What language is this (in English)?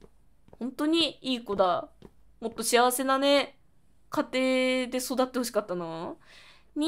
Japanese